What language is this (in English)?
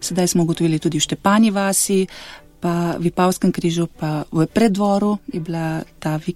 Slovenian